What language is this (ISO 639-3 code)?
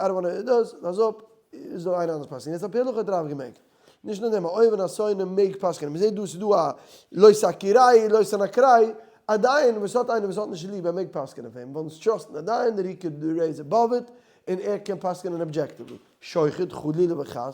yid